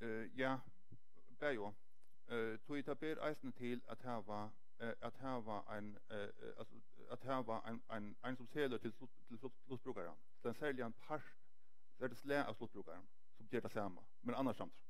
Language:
Faroese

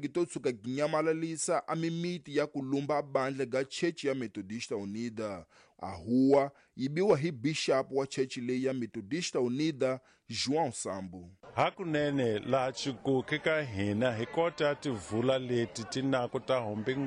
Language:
Tsonga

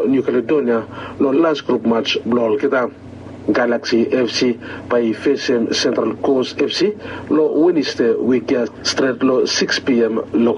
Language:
Bislama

